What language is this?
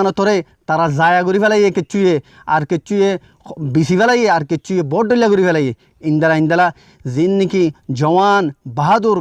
Rohingya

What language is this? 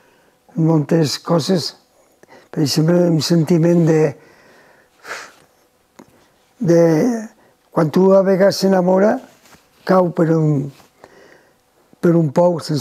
Catalan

